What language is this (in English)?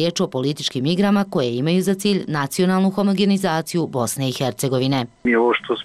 Bosnian